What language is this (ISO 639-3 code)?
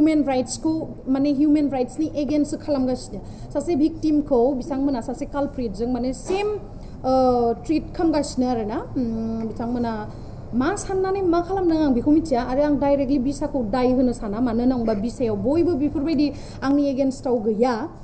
brx